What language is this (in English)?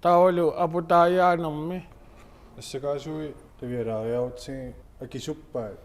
Kalaallisut